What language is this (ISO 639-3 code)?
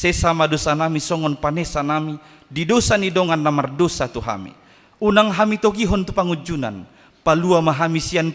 bbc